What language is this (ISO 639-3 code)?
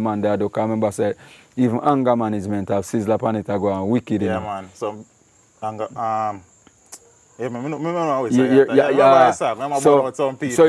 jam